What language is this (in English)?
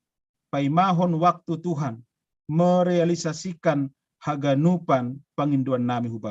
Batak Simalungun